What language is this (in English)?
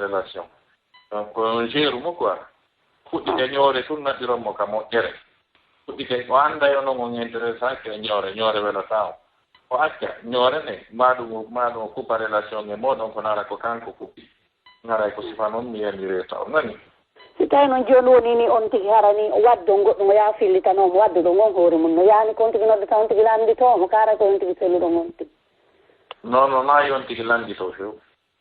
Fula